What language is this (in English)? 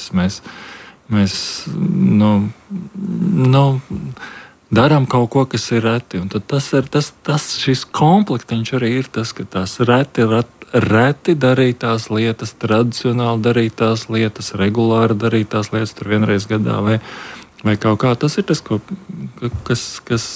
Latvian